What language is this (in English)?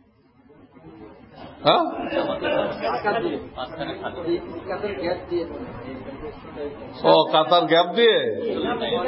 Bangla